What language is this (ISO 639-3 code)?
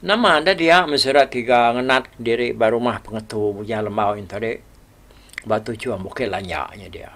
iba